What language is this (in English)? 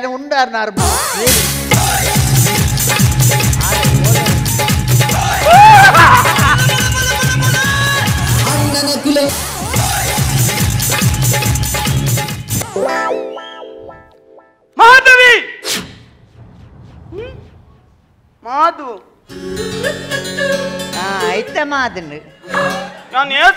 Kannada